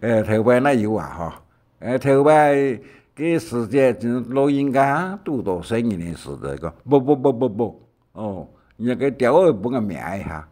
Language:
Hakka Chinese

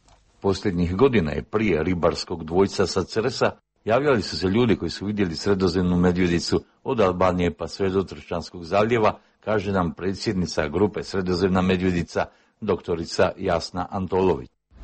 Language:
Croatian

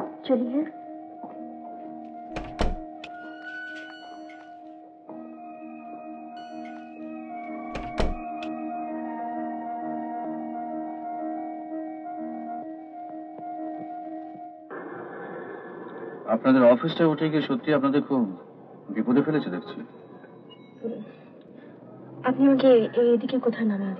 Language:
Bangla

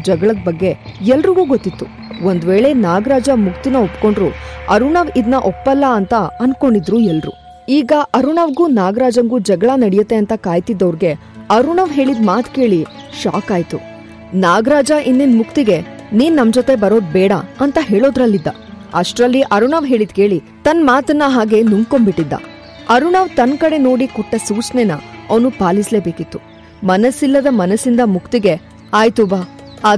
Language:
Kannada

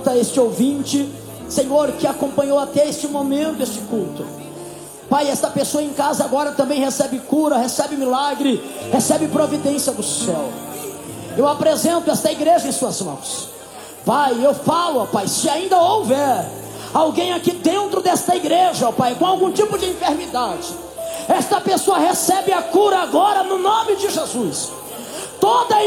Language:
Portuguese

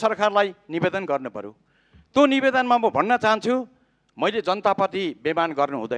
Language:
Nepali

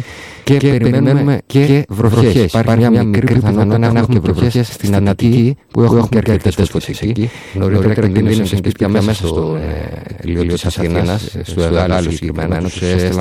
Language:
Greek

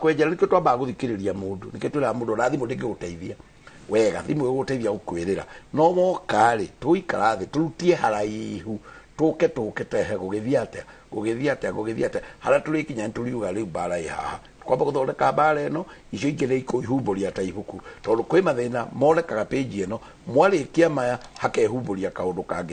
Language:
Kikuyu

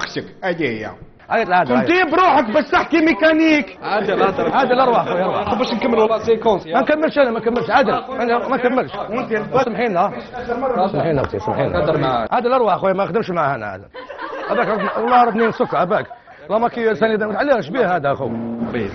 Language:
Algerian Arabic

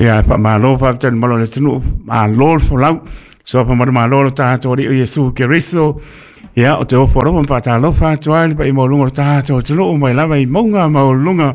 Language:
Samoan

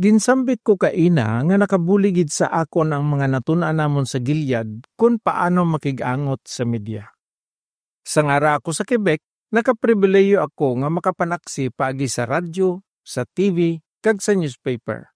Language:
Hiligaynon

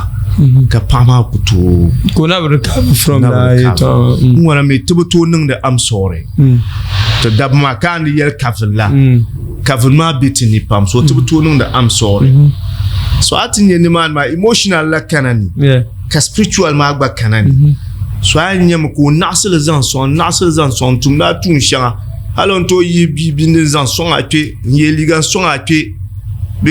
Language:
Dagbani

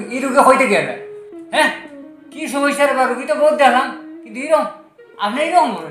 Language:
Sylheti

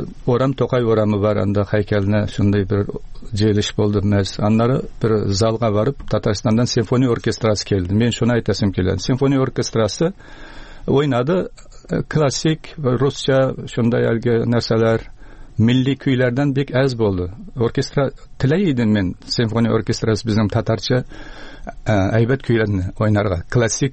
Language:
Tatar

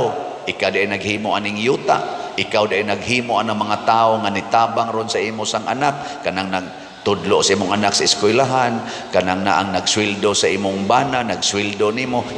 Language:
Cebuano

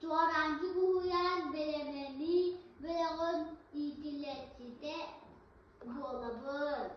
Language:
Yakut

